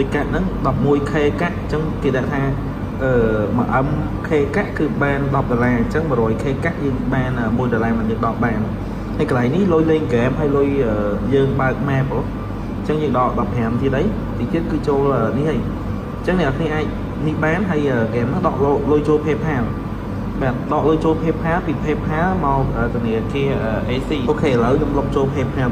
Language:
Khmer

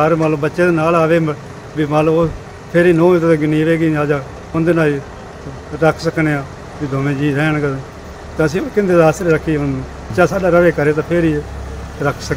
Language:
Punjabi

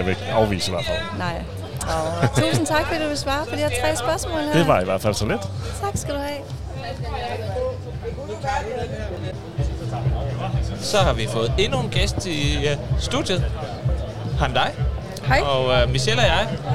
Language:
Danish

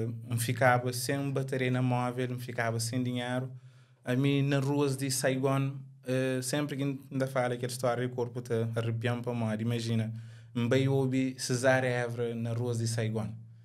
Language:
Kabuverdianu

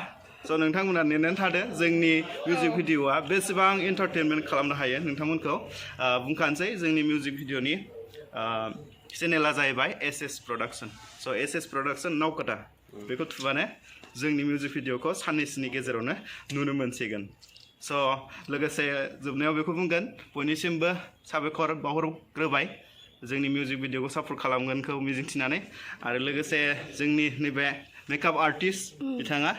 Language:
Bodo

